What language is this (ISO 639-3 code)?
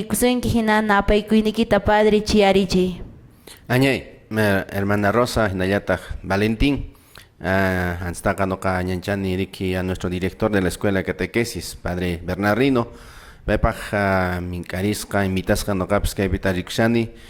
que